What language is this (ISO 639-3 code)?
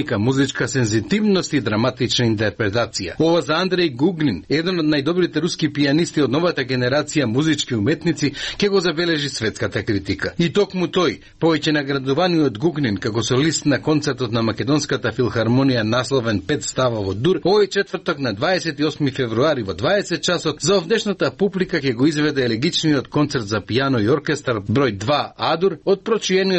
mkd